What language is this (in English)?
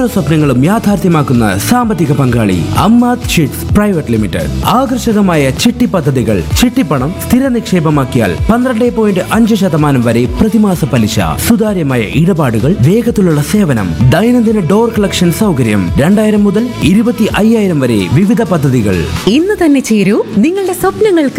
Malayalam